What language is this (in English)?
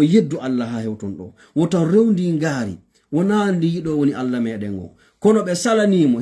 Fula